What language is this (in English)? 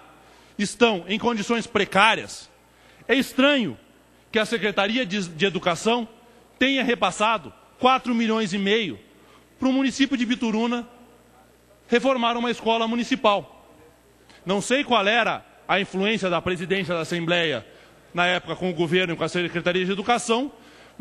Portuguese